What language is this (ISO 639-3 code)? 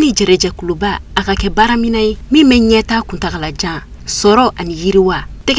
bam